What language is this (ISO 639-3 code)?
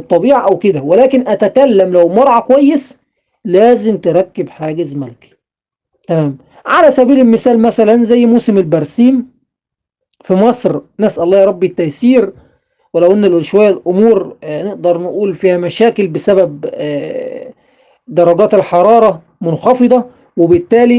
arz